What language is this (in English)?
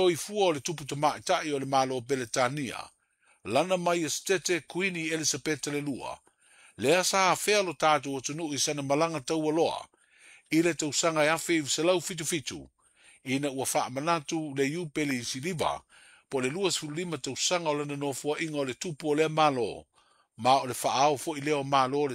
Samoan